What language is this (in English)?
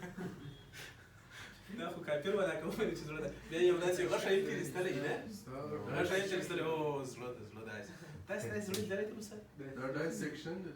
Pashto